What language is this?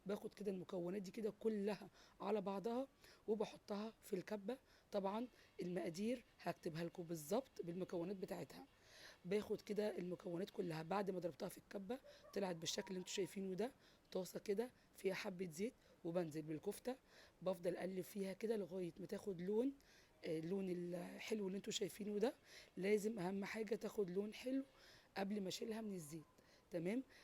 Egyptian Arabic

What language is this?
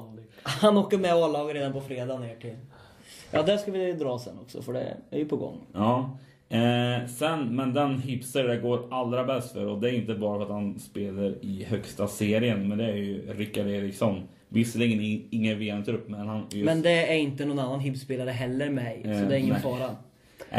Swedish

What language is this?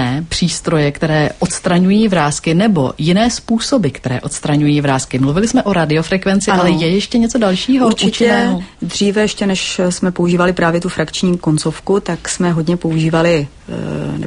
Czech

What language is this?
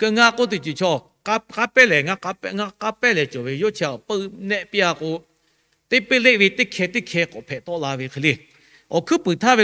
Lahu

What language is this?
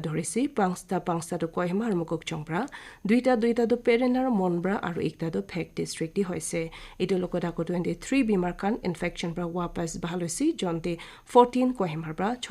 Naga Pidgin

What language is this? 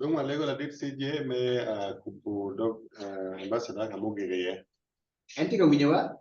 Acoli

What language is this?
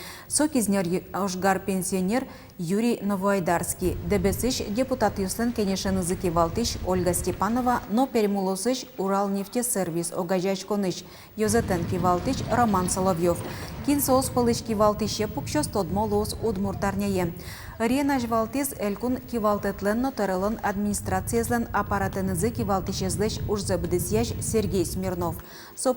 Udmurt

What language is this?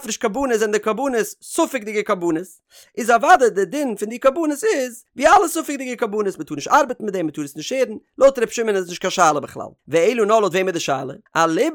Yiddish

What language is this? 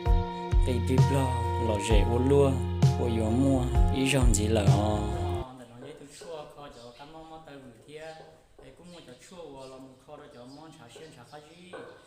Hmong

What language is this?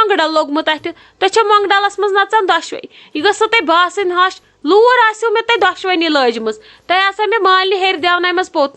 Kashmiri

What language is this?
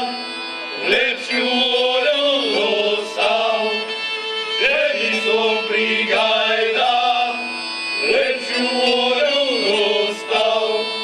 Slovak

